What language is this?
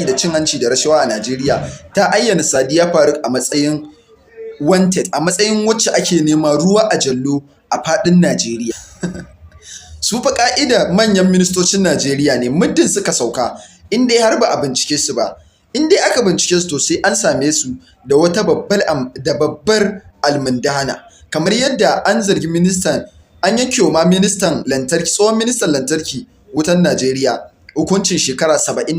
Hausa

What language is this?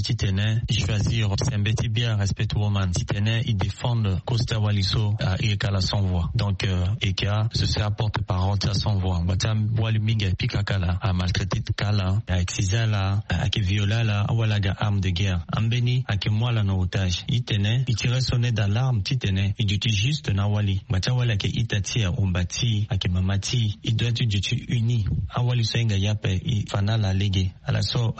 Sango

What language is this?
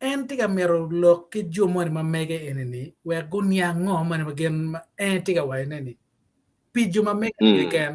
Acoli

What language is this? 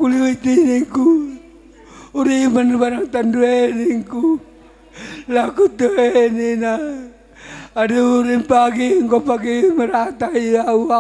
Batak Karo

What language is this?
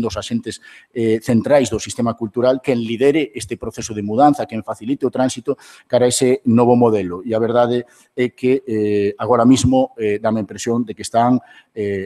Galician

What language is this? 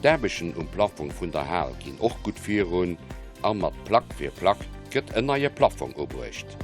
Luxembourgish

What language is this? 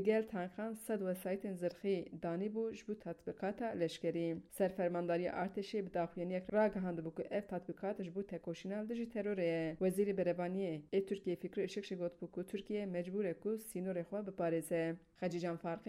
Kurdish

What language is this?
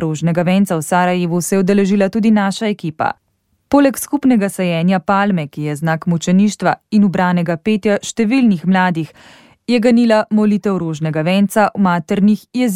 Slovenian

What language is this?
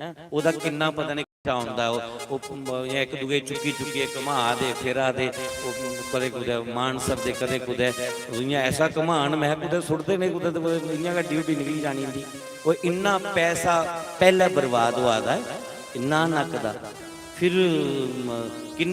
Dogri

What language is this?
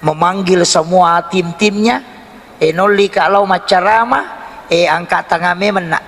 Buginese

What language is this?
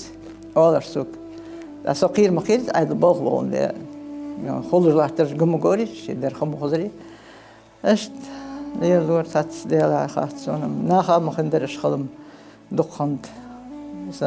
Ingush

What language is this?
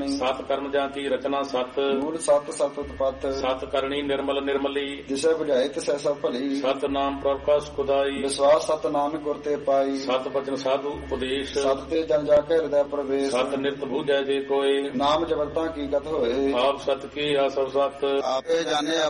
Punjabi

